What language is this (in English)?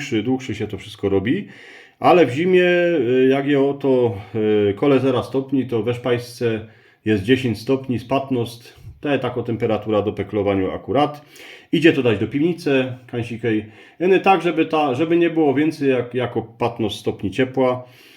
Silesian